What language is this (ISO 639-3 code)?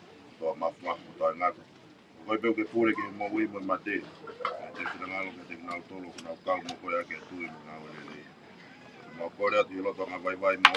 ton